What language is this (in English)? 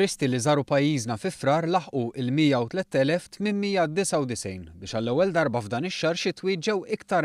Maltese